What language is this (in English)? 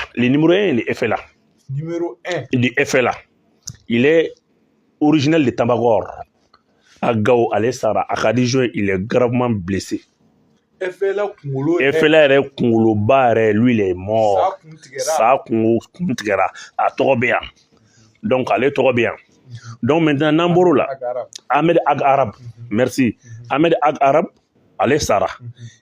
Bambara